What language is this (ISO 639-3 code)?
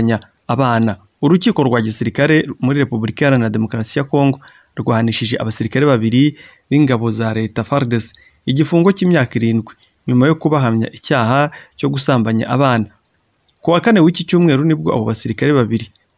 kin